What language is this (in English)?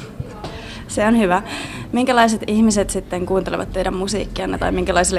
Finnish